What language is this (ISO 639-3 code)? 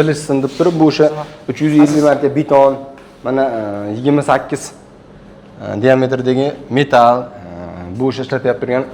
uzb